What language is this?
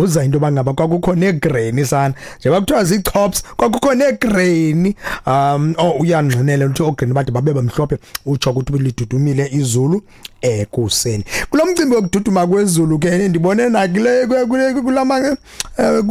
Xhosa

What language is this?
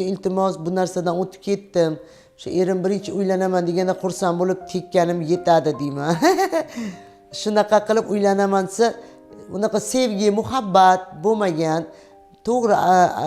Uzbek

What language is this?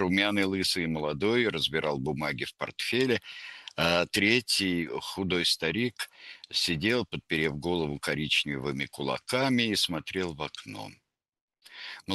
Russian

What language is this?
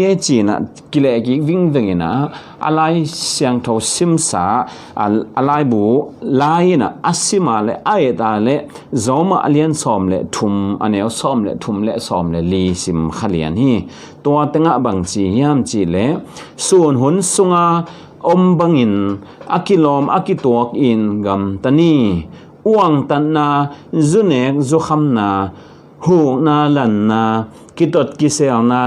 Tedim Chin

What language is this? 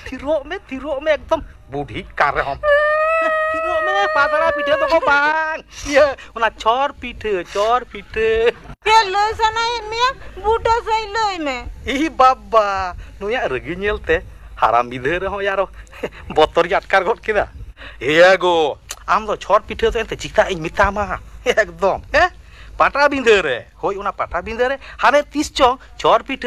Santali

